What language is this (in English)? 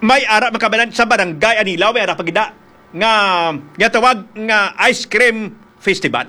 Hiligaynon